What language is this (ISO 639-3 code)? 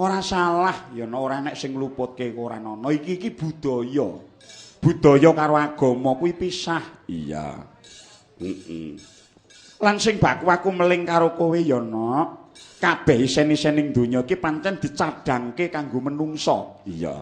jav